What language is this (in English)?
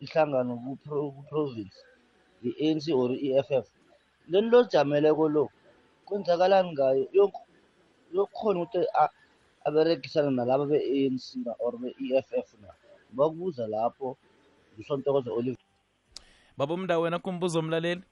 South Ndebele